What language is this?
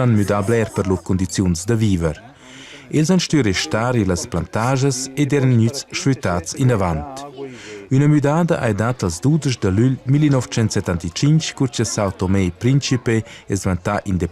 Romansh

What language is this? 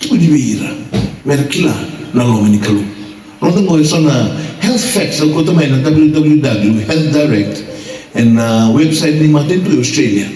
Fijian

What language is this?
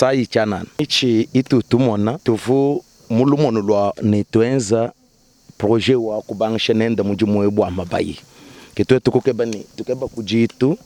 Luba-Lulua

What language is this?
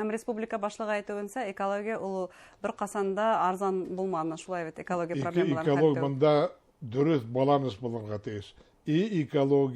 Bashkir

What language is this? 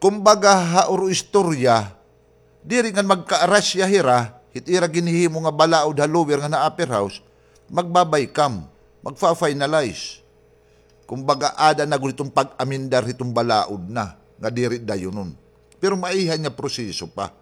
Waray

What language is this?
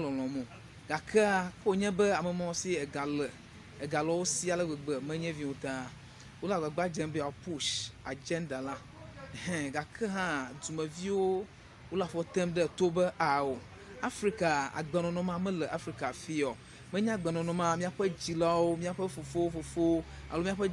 Ewe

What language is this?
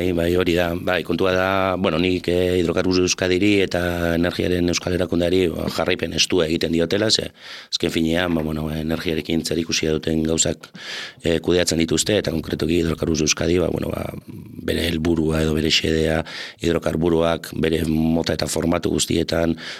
Basque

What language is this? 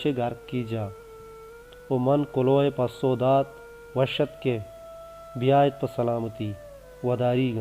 Baluchi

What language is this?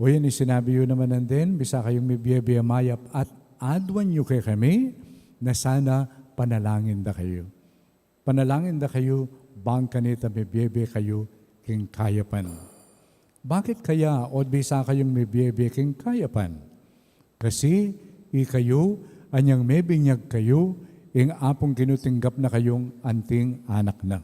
Pampanga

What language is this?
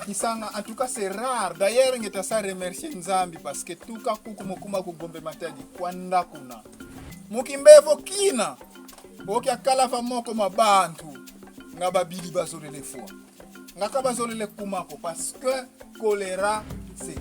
Kongo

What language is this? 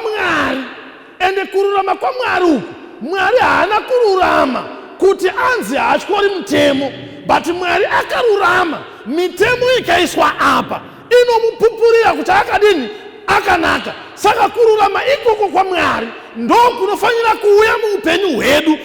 Shona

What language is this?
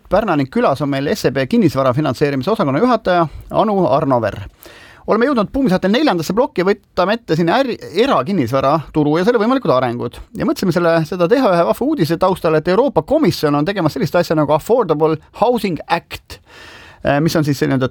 Estonian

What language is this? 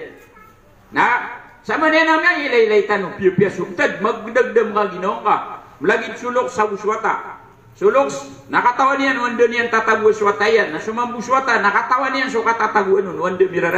Maranao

